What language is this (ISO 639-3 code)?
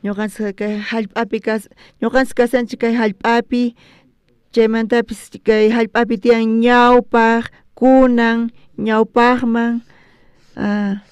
quh